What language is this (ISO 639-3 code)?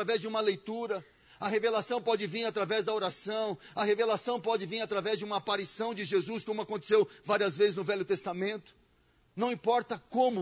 por